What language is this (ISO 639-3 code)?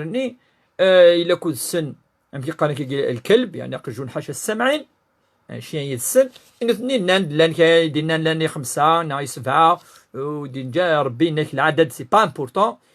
kab